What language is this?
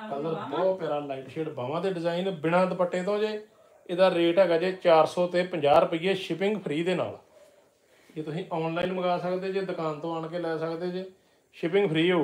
Punjabi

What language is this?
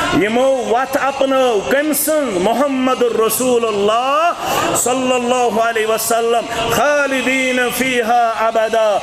Kashmiri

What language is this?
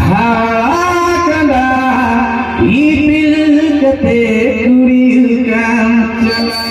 Santali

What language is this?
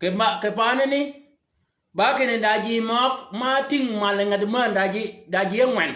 Shilluk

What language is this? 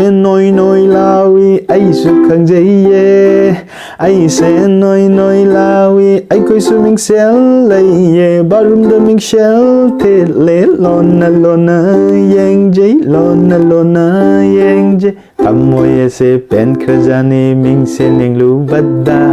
Manipuri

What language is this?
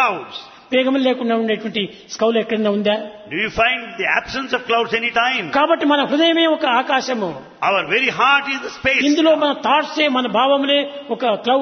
Telugu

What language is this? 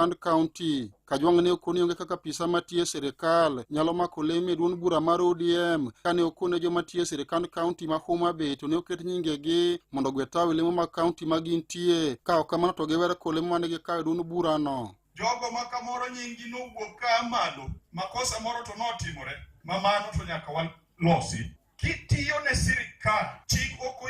Luo (Kenya and Tanzania)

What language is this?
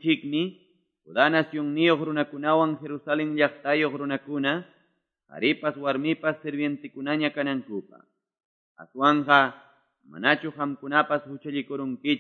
Quechua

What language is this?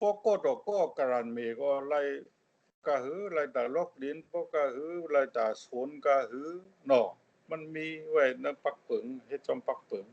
Shan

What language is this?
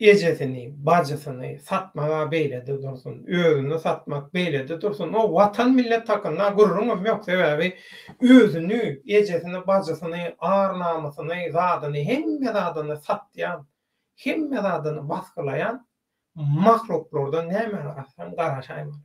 Turkmen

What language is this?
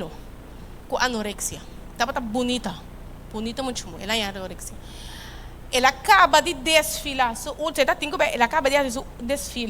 Papiamento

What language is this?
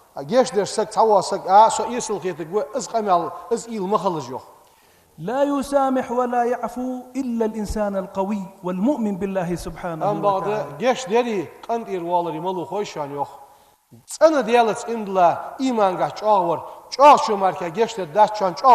Ingush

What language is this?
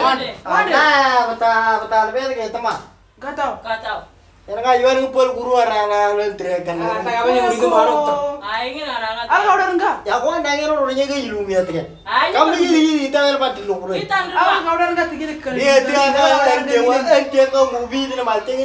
Moro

